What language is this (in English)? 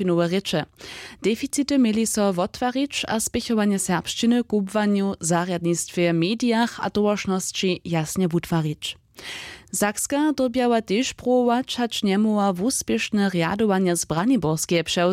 Upper Sorbian